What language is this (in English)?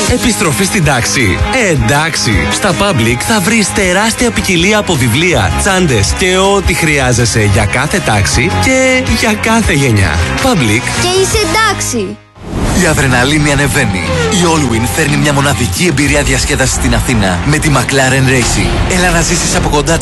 Greek